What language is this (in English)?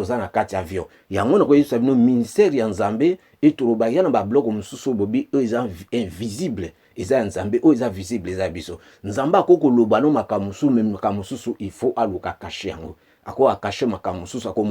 Lingala